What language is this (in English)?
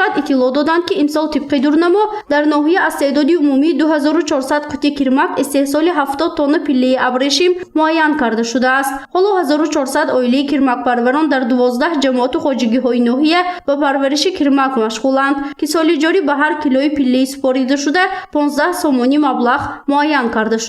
Tajik